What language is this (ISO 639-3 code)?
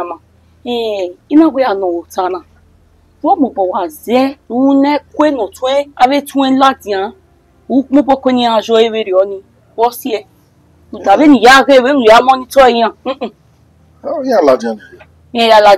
bin